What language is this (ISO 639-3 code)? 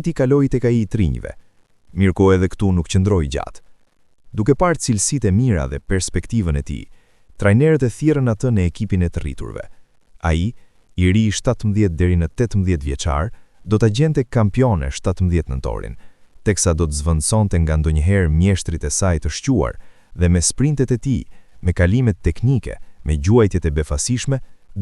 sqi